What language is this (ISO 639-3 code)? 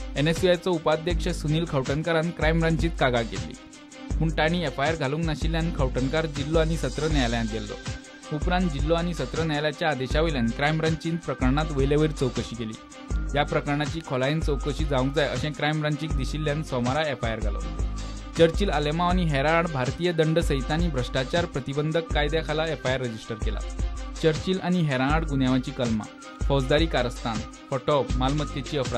kok